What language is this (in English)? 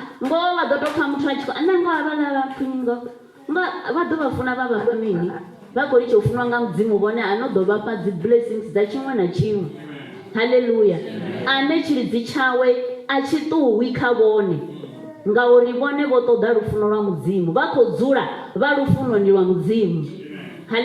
Venda